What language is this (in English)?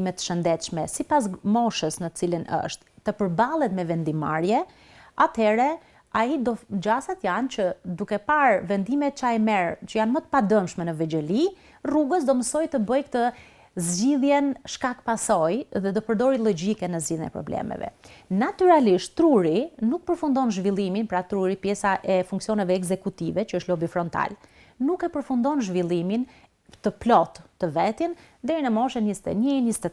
Albanian